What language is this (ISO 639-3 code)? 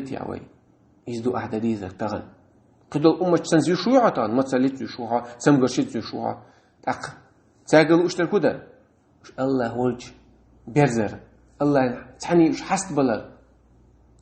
che